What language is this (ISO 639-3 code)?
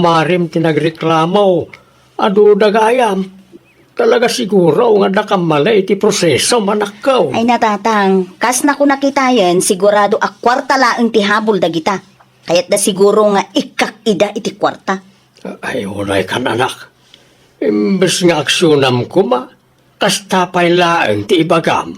ilo